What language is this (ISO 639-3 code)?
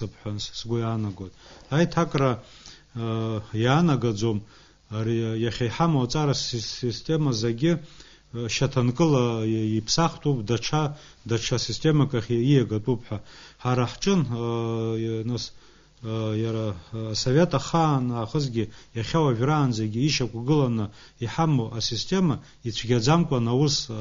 abk